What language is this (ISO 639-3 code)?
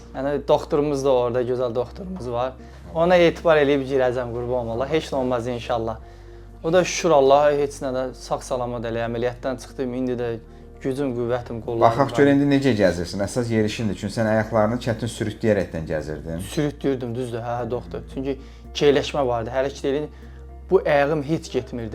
aze